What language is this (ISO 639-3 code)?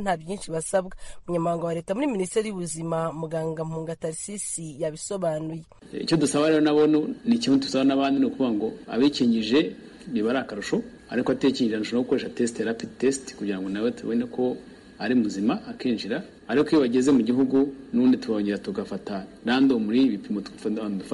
kin